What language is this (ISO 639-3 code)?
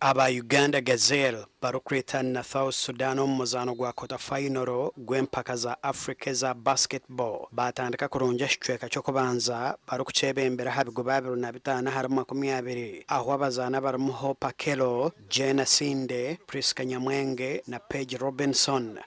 nyn